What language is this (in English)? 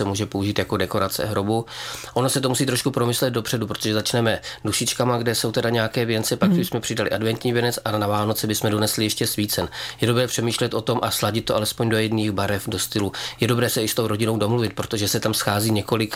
Czech